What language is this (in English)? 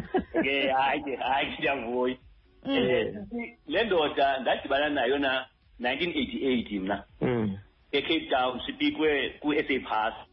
Xhosa